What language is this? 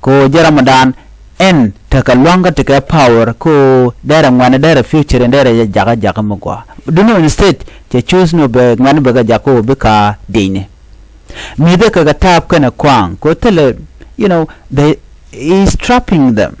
Nuer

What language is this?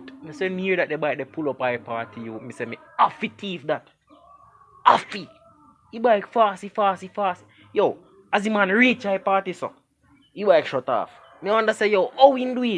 Jamaican Creole English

